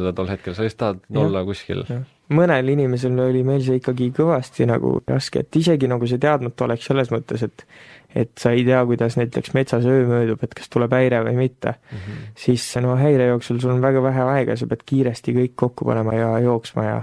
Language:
Estonian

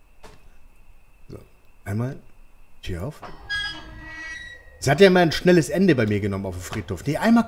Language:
German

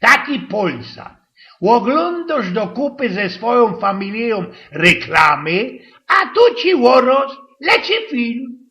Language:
Silesian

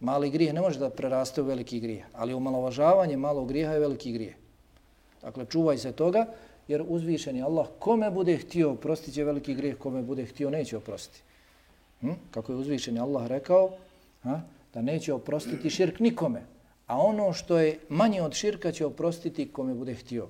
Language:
Bosnian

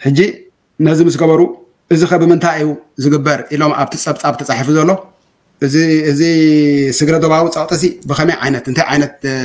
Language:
Tigrinya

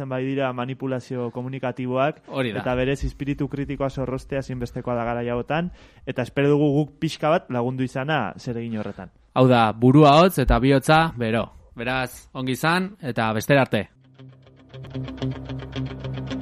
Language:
Basque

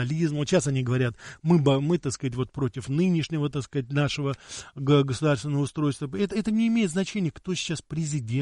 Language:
Russian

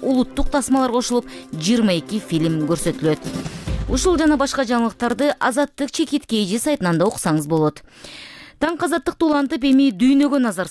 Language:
Kyrgyz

